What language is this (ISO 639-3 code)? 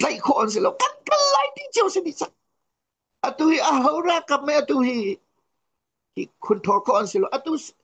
cnh